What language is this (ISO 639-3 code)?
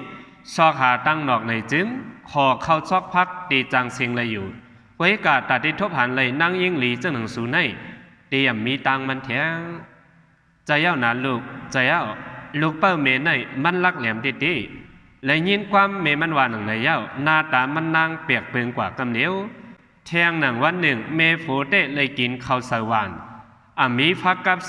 shn